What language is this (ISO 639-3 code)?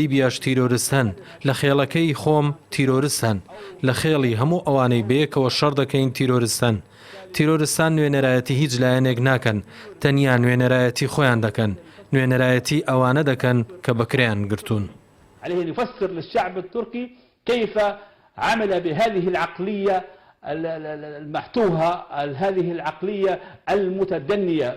ckb